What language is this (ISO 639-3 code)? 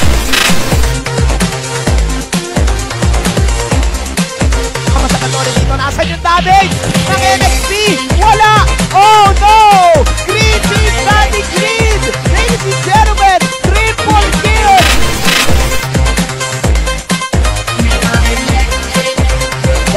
fil